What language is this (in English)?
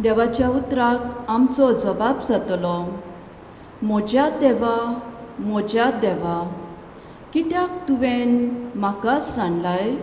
Konkani